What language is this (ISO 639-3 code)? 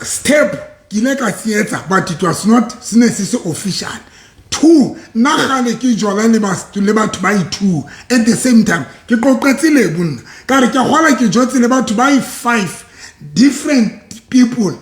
sot